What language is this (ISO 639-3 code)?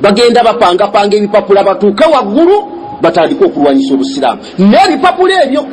lug